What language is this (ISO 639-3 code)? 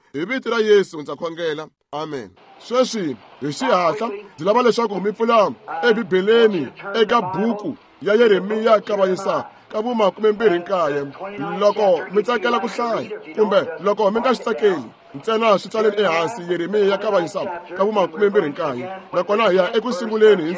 tso